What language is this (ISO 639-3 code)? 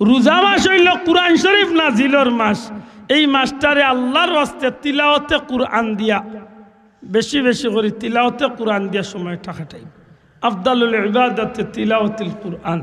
syl